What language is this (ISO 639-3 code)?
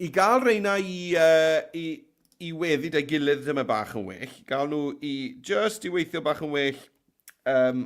cym